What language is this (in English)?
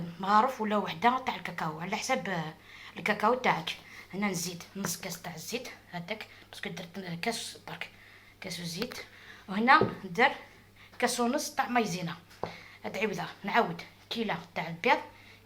Algerian Arabic